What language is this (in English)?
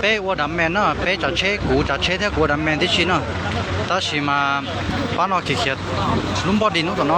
Hmong